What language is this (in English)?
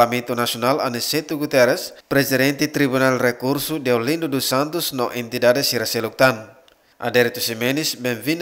Tetum